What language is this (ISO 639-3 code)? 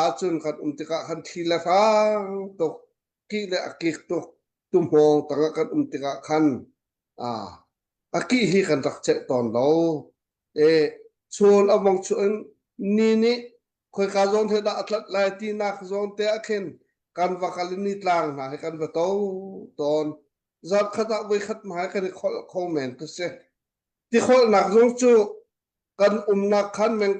cnh